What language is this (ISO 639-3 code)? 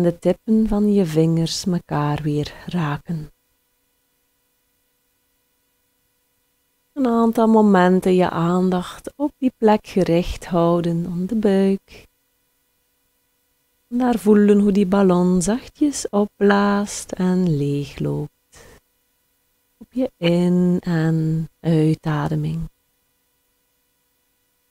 nld